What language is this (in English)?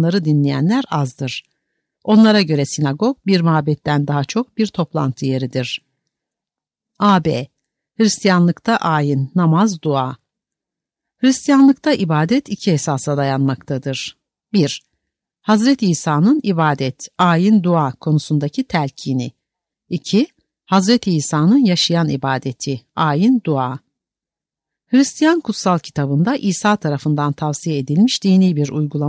Turkish